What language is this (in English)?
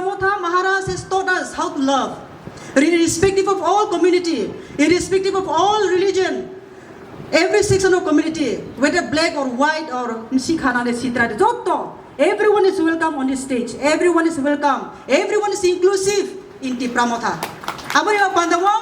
Kok Borok